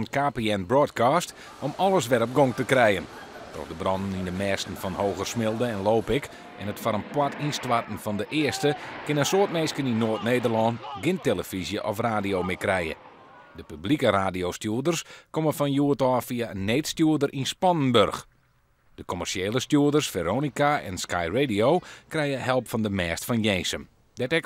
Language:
Western Frisian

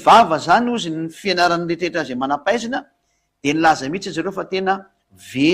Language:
Malagasy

